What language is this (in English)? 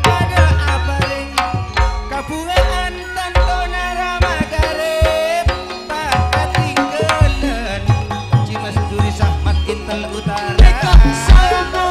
Madurese